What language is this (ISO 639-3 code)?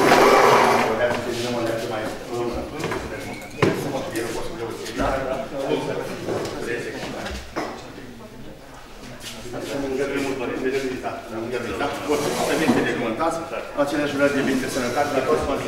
ron